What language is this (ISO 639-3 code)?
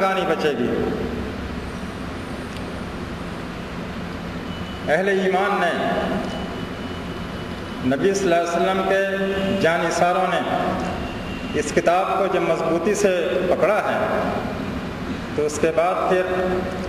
urd